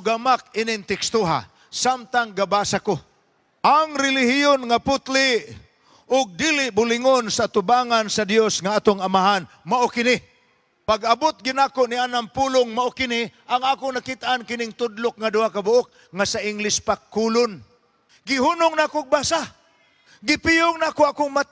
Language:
Cebuano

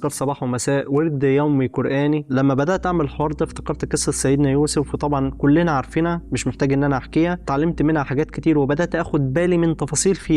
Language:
Egyptian Arabic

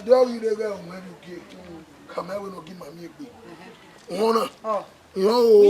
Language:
Bini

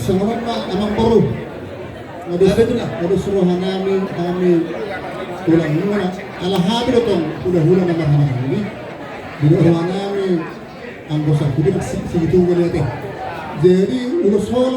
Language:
Batak Toba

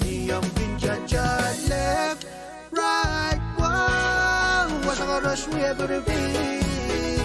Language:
Pohnpeian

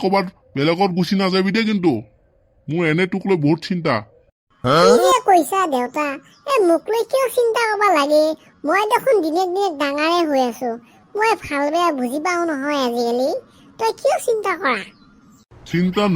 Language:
Assamese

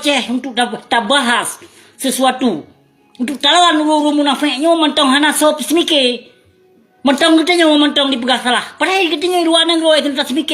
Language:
Achinese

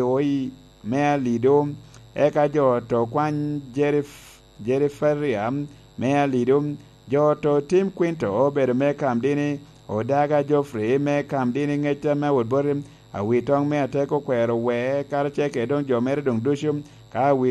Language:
Lango (Uganda)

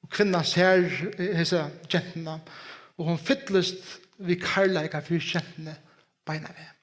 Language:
Faroese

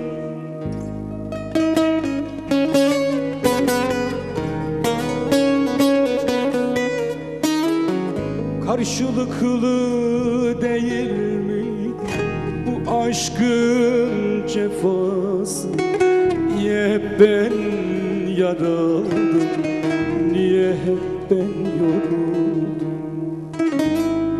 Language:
Turkish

